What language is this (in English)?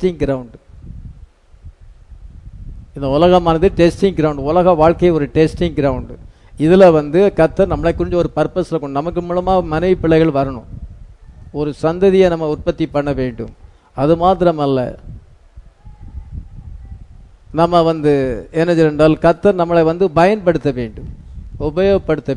Tamil